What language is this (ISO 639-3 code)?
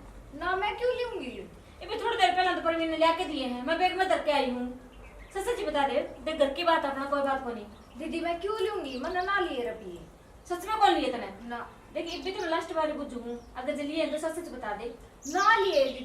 bgc